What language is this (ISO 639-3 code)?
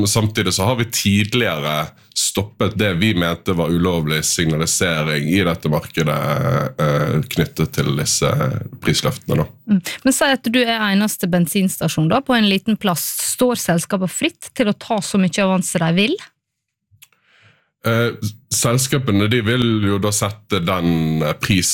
nor